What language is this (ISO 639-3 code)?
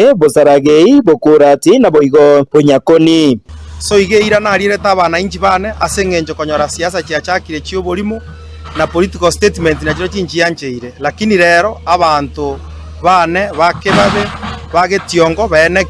guz